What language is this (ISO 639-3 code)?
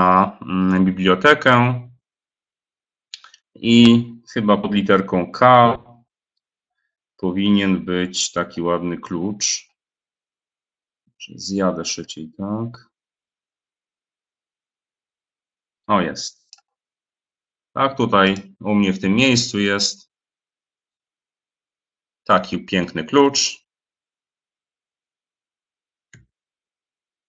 pol